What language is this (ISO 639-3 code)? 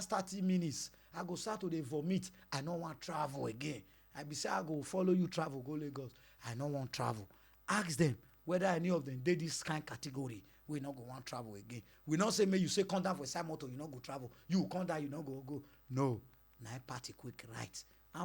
pcm